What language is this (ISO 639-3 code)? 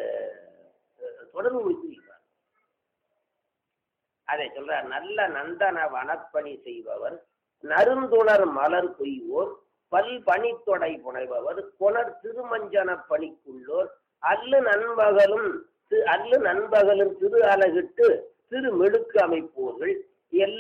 tam